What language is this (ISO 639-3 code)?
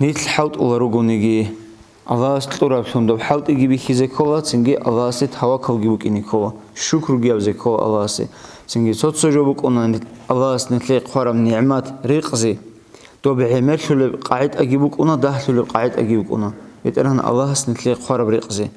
ava